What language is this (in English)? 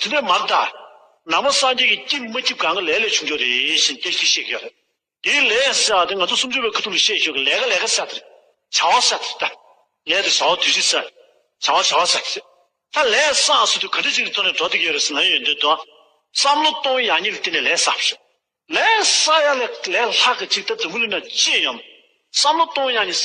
Tibetan